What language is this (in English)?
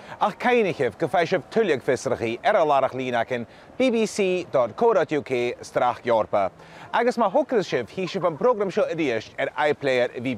Scottish Gaelic